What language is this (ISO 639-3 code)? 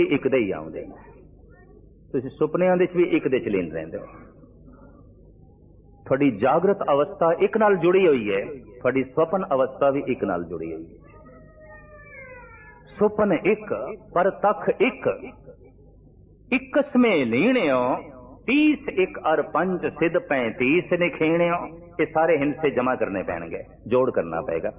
pan